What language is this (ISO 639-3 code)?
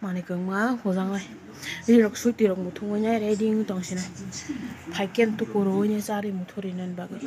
trp